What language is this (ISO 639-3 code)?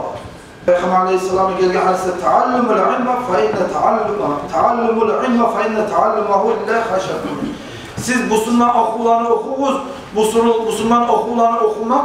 kum